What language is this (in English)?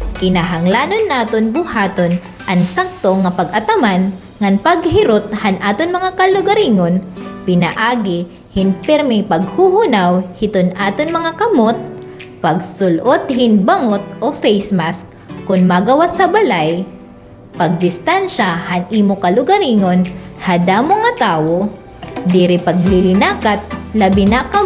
Waray